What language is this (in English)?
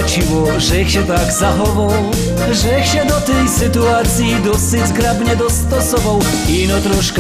Silesian